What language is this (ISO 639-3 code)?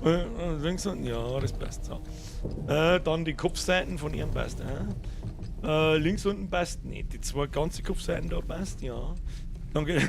bar